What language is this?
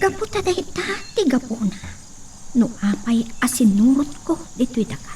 Iloko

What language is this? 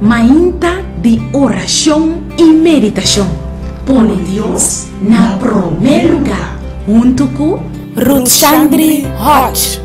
Papiamento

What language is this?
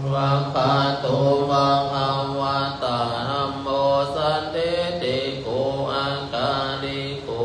Pali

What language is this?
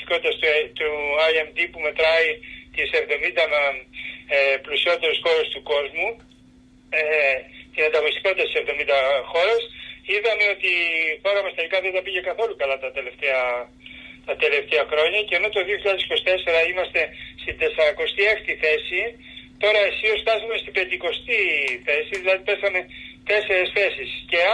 Greek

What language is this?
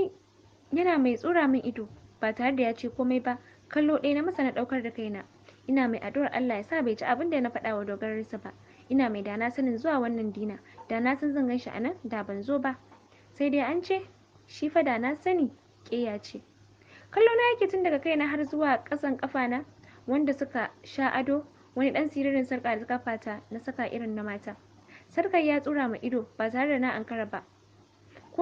Hausa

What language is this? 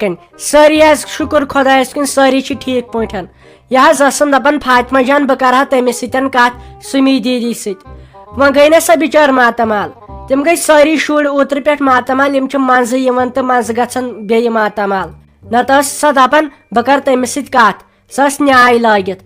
Kashmiri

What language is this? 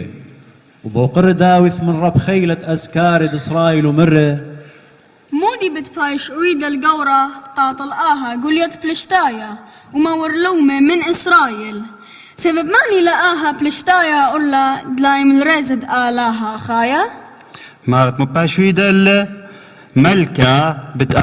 Assyrian Neo-Aramaic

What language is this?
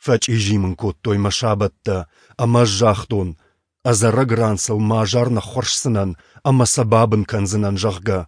Ossetic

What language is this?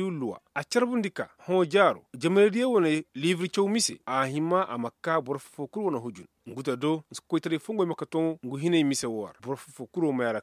Koyraboro Senni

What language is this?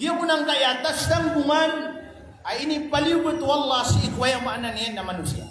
Maranao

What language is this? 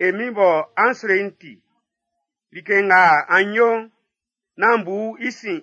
Baoulé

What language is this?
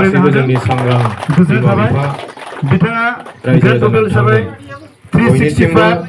Bodo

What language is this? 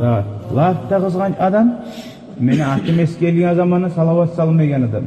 Kumyk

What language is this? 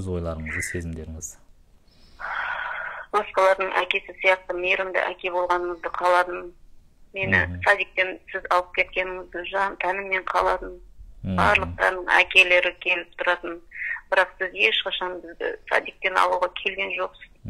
Kazakh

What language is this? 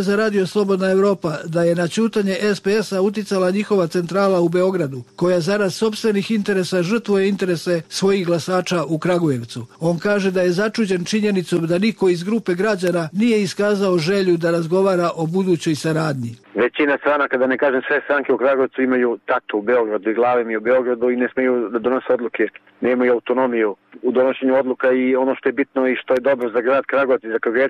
Serbian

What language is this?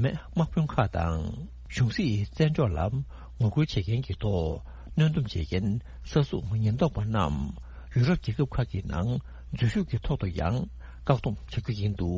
Tibetan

